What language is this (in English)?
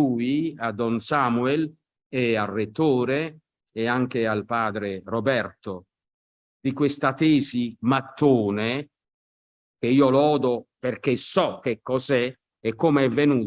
Italian